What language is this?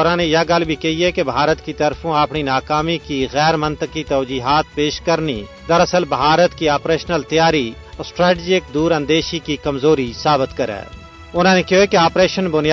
Gujari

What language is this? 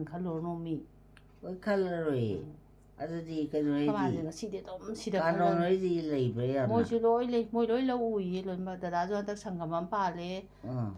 Manipuri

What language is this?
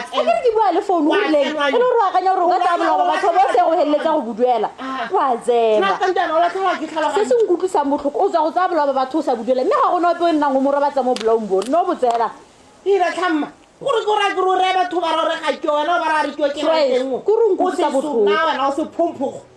Tswana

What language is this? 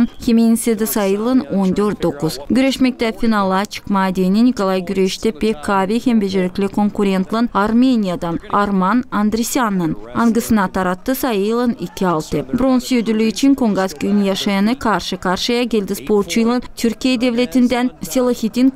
Gagauz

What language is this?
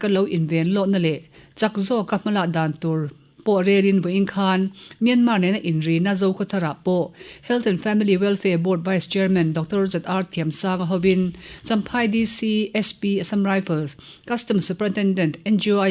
Mizo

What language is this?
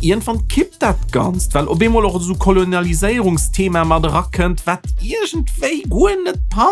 Luxembourgish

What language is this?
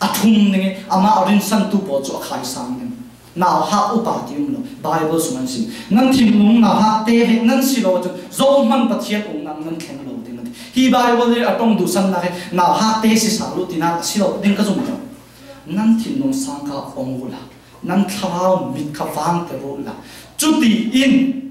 Falam Chin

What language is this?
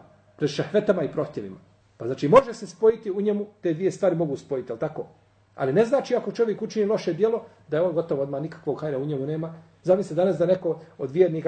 Bosnian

